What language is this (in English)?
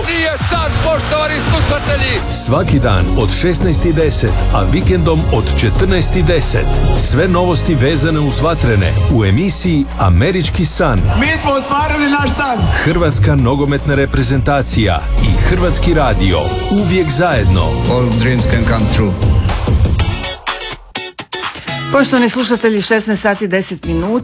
Croatian